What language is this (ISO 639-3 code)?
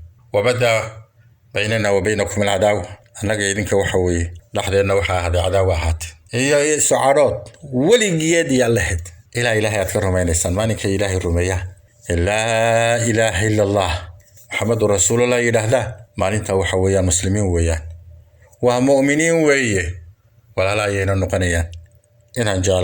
som